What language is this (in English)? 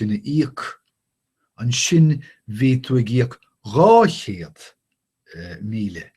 Irish